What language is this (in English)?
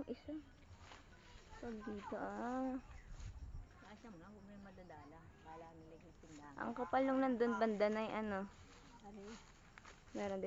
Filipino